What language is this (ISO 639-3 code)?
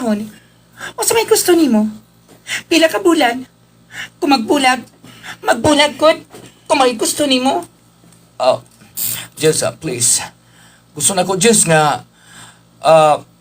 ceb